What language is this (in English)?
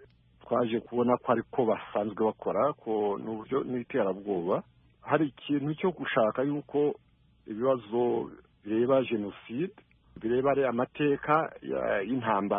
Kinyarwanda